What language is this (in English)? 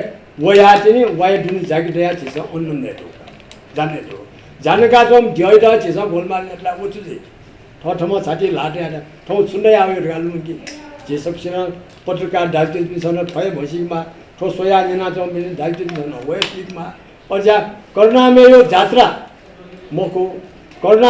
Newari